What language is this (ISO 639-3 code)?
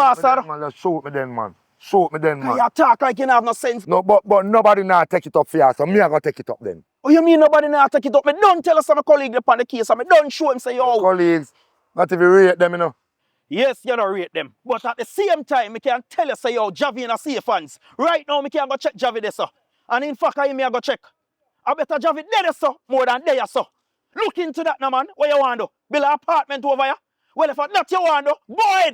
jam